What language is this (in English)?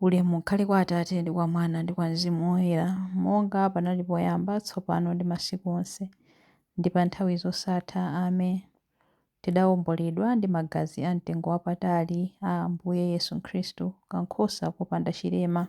Nyanja